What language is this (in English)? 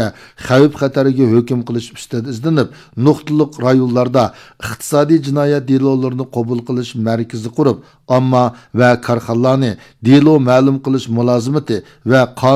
Uyghur